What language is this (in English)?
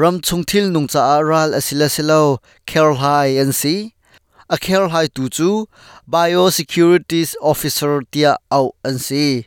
Hakha Chin